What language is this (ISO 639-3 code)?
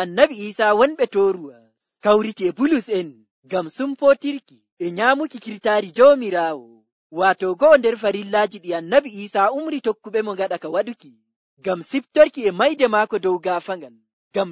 fuv